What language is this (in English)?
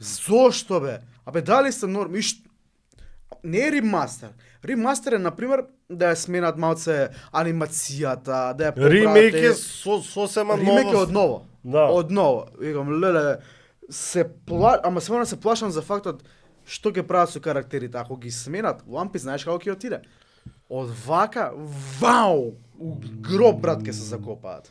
Macedonian